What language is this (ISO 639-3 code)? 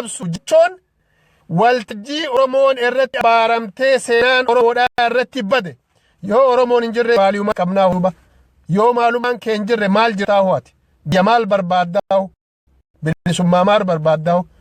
orm